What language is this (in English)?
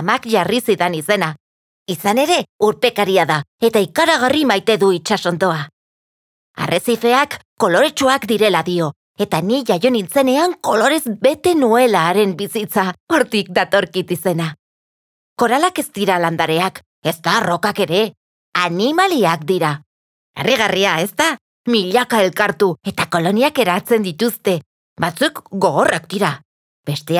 Basque